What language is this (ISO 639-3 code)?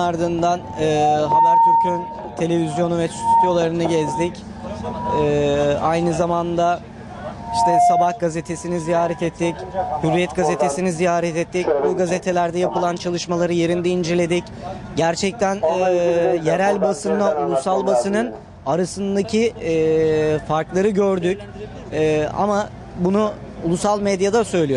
tur